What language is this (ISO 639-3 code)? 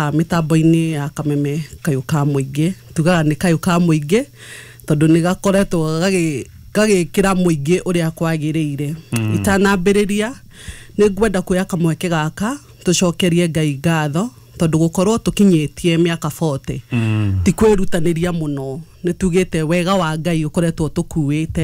kik